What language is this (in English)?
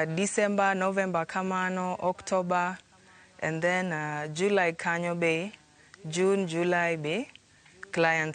Luo (Kenya and Tanzania)